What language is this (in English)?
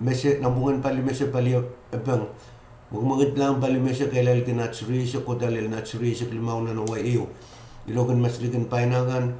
Pohnpeian